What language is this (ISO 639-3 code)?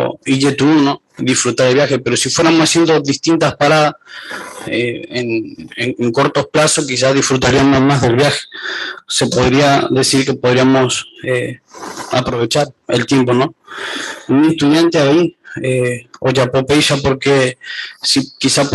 grn